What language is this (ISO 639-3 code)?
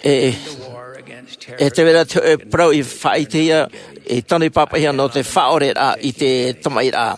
tah